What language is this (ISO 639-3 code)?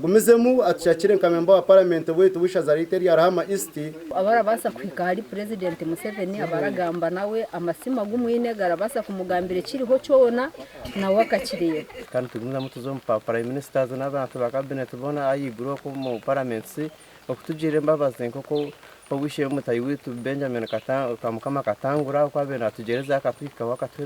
nyn